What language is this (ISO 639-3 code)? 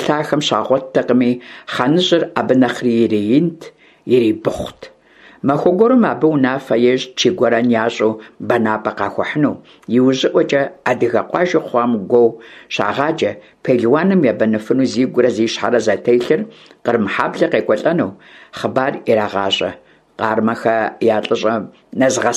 kbd